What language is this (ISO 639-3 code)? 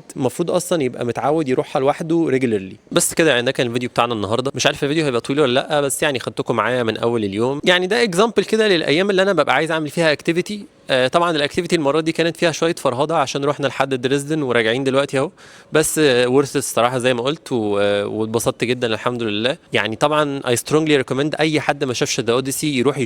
arz